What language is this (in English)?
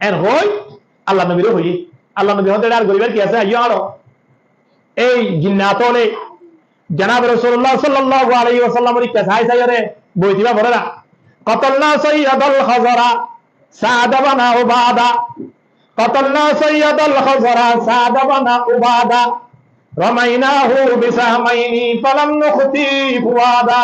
Rohingya